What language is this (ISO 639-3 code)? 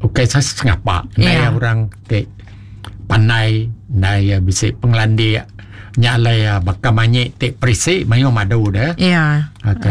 iba